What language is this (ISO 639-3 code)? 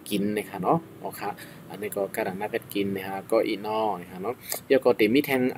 shn